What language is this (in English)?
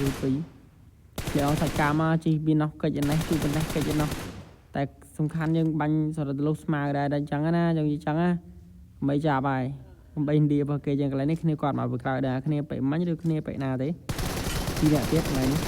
Khmer